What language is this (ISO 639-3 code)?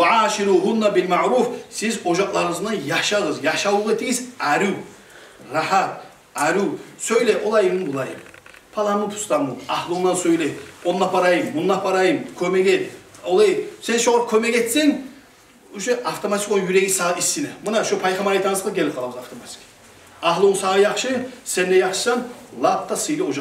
kum